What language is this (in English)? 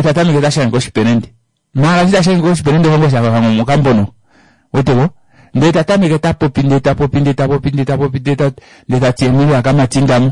Kuanyama